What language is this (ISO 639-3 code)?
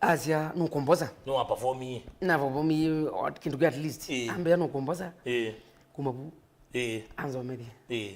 kam